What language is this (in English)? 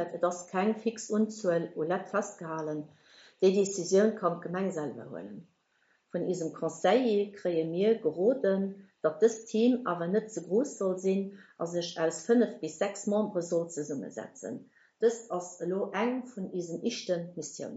Luxembourgish